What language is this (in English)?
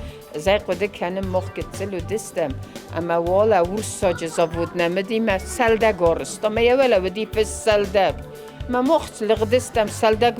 Ossetic